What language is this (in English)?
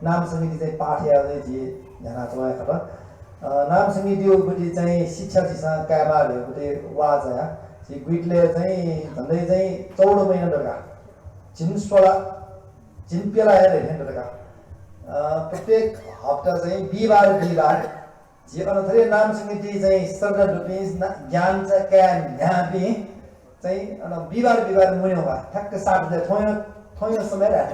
Newari